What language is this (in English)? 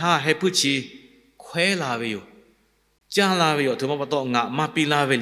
Lahu